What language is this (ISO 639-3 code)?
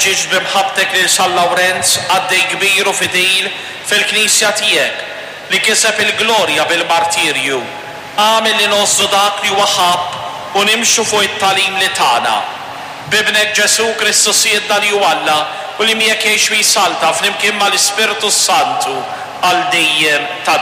mlt